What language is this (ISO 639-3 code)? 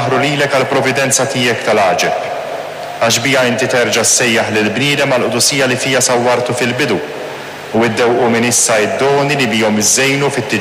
mlt